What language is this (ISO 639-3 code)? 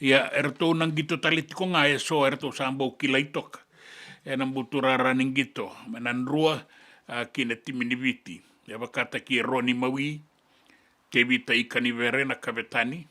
fij